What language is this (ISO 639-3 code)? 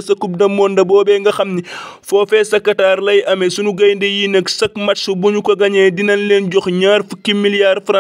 wol